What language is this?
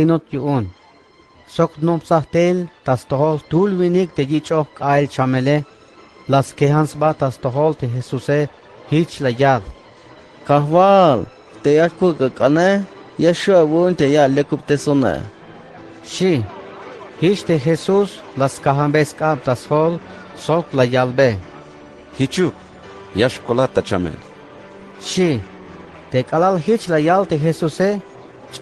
Tzeltal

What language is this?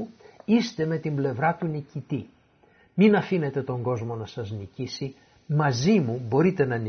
Greek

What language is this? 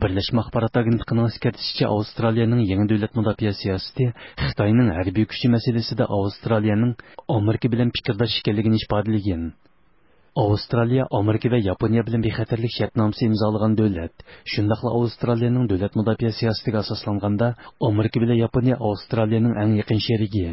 Uyghur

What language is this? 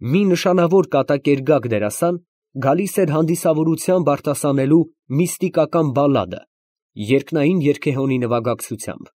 Armenian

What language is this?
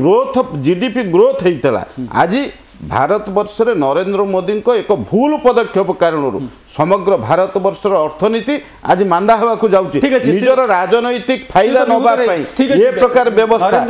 Odia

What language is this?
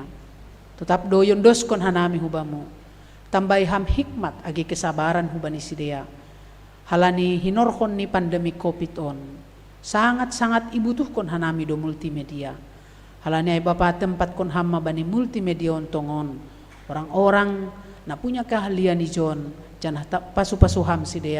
Batak Simalungun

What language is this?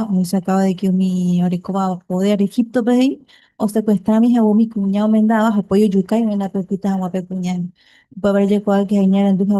Guarani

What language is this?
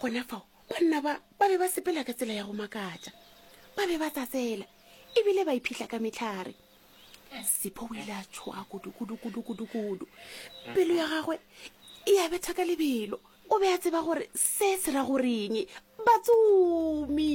Northern Sotho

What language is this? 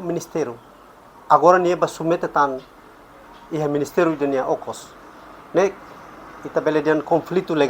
Tetum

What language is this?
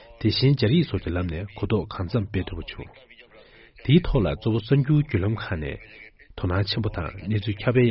Tibetan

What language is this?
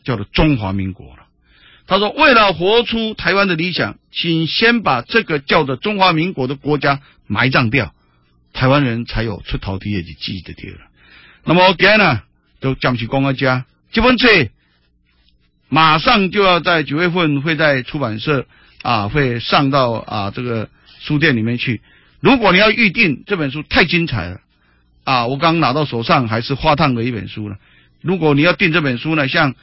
Chinese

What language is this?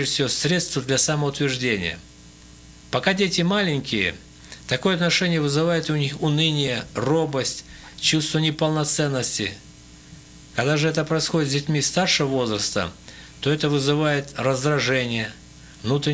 Russian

